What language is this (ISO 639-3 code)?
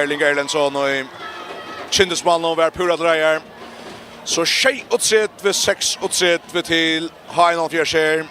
fao